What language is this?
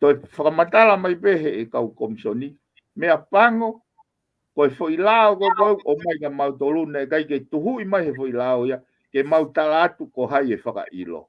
Tongan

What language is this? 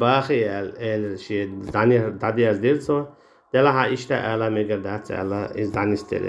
Chechen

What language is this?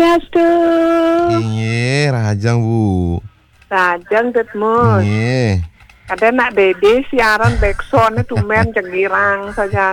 Balinese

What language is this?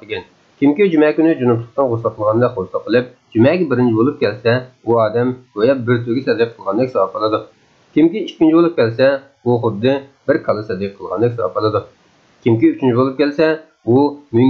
Uyghur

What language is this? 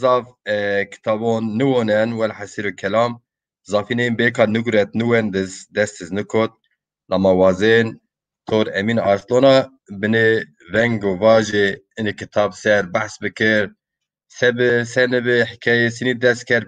Zaza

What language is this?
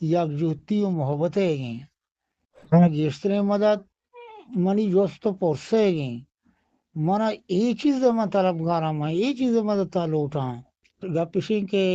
Eastern Balochi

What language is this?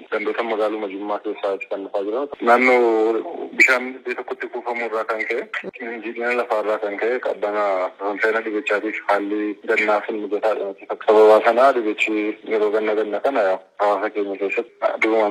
Oromo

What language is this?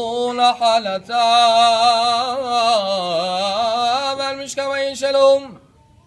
Hebrew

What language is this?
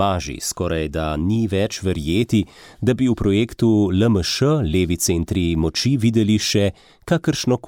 Slovenian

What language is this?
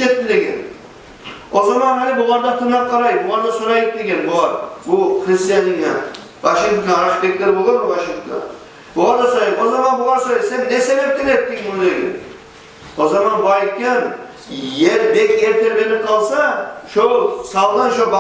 Kumyk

